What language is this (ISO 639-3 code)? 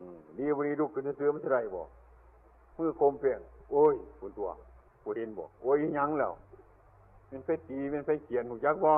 tts